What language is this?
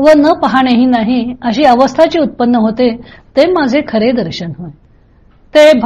Marathi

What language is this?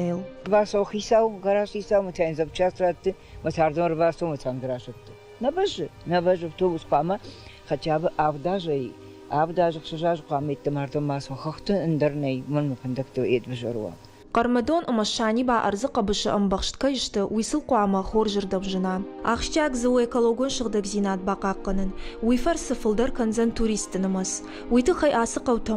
Ossetic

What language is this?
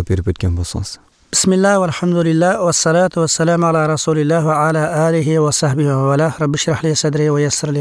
Uyghur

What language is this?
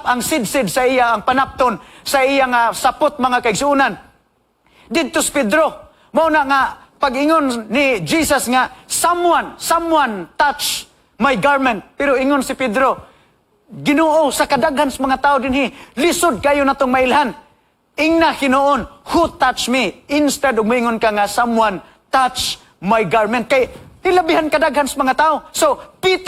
Cebuano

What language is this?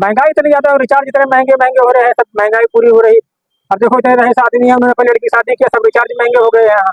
Awadhi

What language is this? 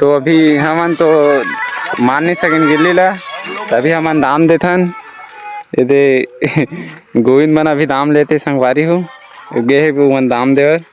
Chhattisgarhi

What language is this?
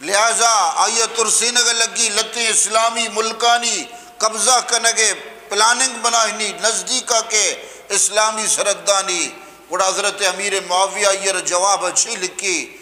Eastern Balochi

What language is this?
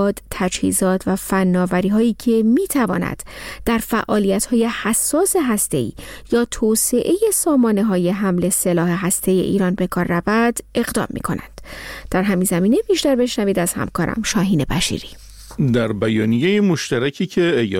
Persian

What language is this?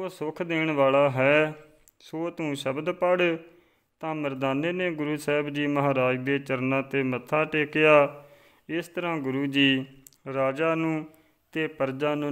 Punjabi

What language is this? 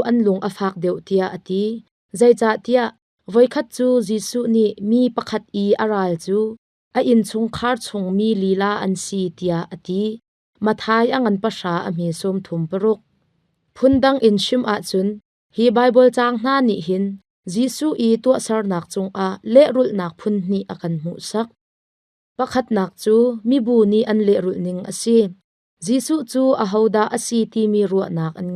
Hakha Chin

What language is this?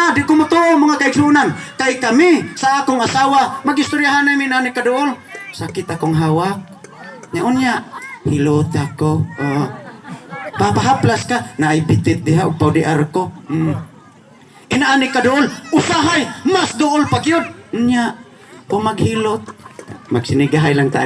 Cebuano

